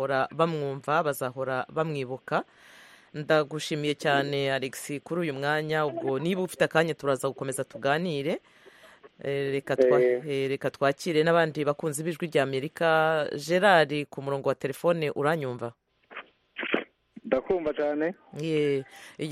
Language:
Kinyarwanda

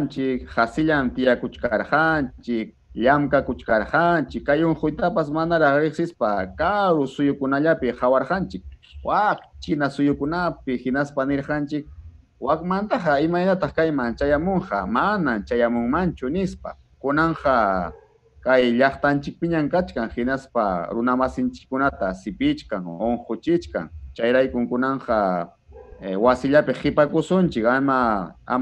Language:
Ayacucho Quechua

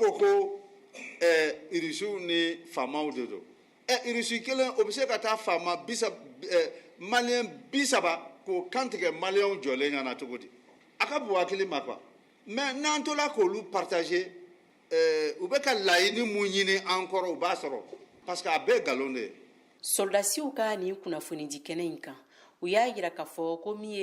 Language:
Bambara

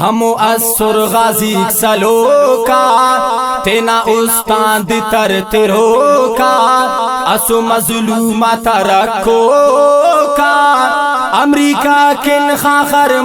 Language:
Brahui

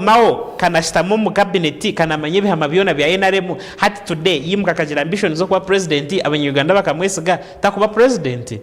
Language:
Nyankole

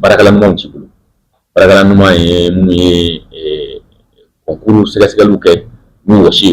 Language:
Bambara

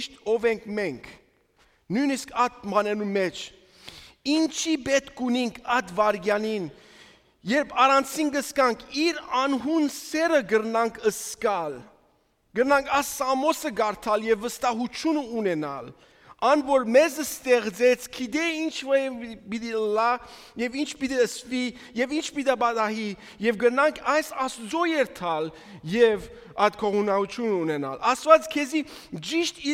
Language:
Western Armenian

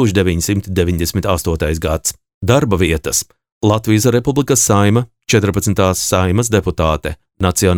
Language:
Latvian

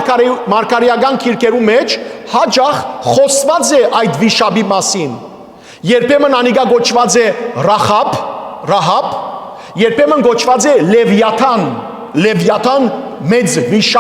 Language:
Western Armenian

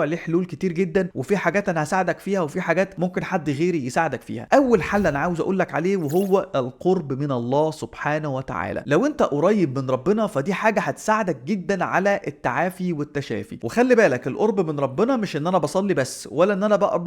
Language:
Egyptian Arabic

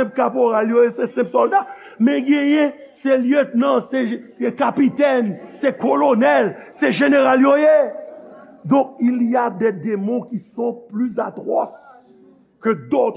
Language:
Haitian Creole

